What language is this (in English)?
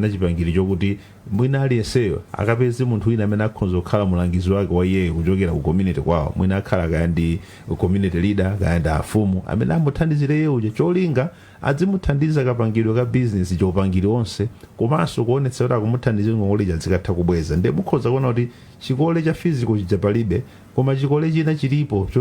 Nyanja